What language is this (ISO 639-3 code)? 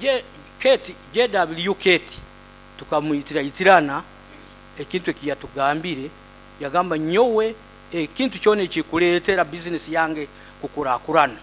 nyo